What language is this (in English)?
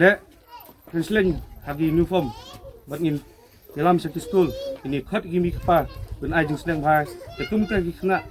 Khasi